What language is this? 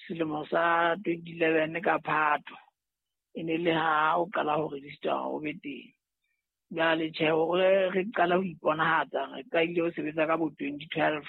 Southern Sotho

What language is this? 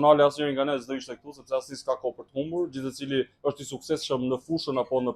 Albanian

